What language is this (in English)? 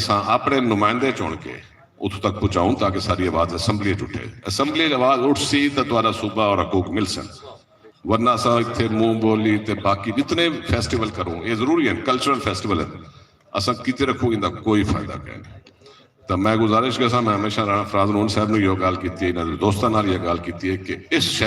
Saraiki